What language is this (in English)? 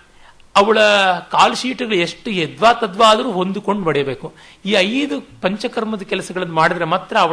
Kannada